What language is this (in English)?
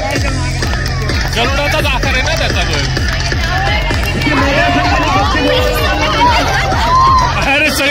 Marathi